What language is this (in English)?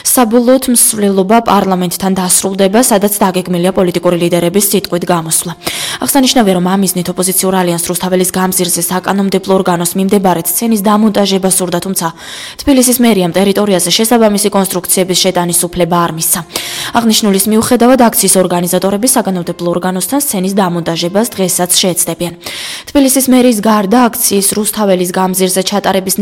Georgian